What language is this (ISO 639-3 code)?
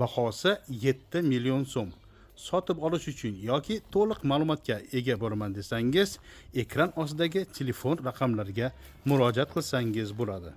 uzb